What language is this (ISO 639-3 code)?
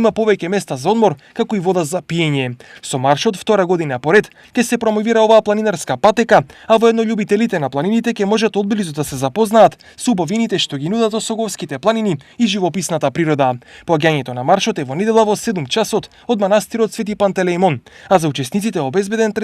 mkd